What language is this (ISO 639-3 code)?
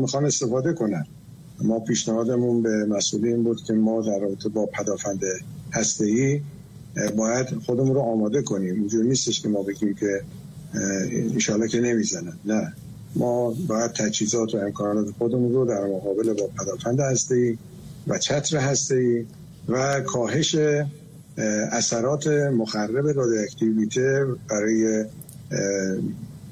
fas